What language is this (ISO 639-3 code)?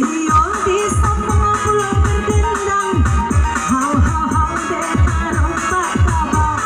min